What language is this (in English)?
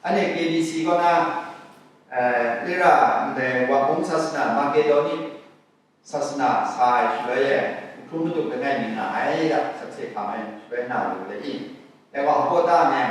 Kachin